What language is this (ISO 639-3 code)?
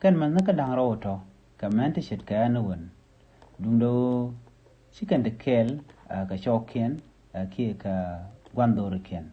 nus